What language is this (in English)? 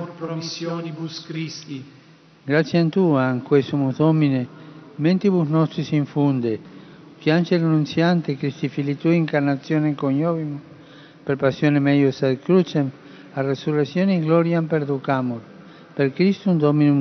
Vietnamese